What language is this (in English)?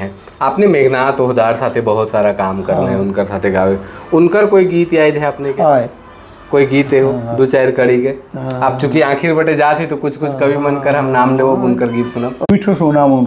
Sadri